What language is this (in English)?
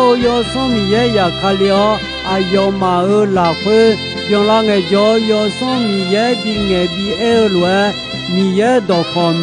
Akha